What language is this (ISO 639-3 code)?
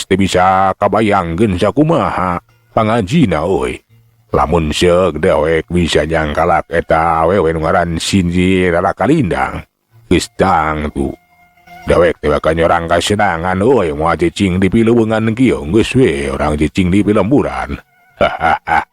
sun